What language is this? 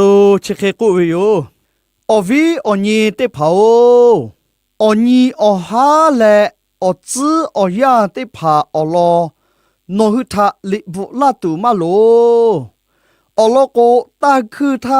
Lahu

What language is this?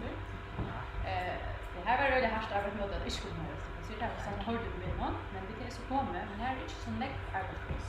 Faroese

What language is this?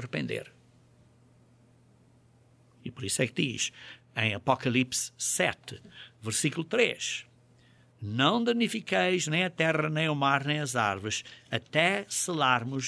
Portuguese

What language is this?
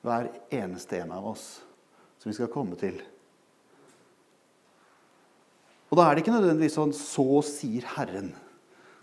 Norwegian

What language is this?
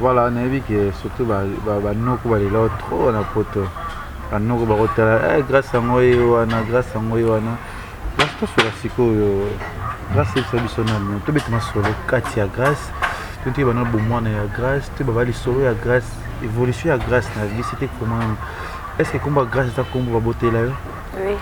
Lingala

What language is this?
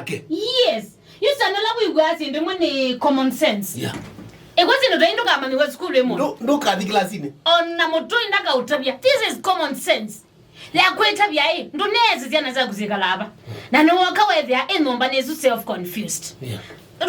Kamba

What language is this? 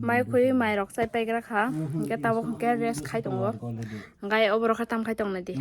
Kok Borok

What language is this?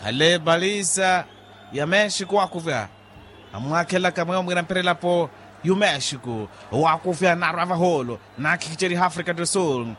Makhuwa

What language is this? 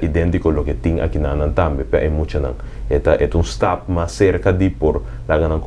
Papiamento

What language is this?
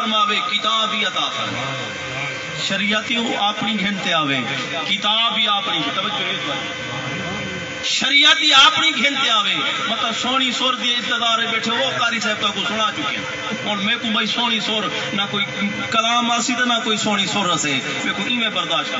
Saraiki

